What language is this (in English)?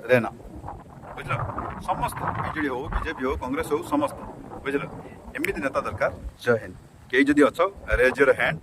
Odia